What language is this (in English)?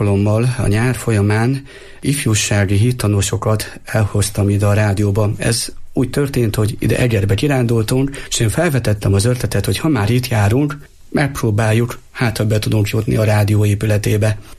Hungarian